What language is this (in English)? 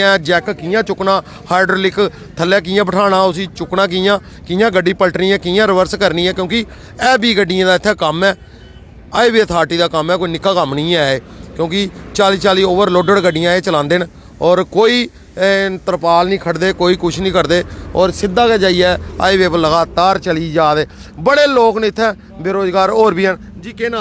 Dogri